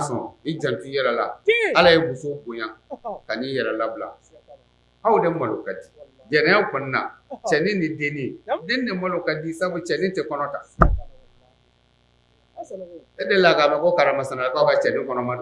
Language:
Bambara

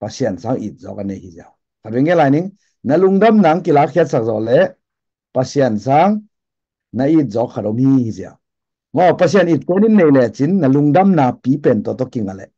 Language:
Tedim Chin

